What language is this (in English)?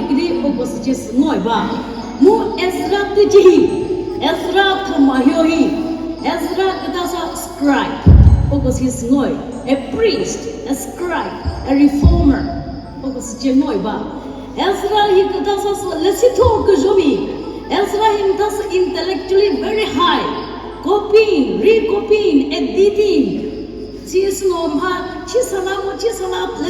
Chokri Naga